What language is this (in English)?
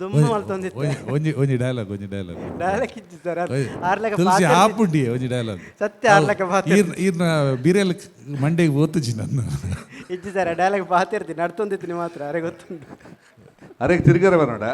Tulu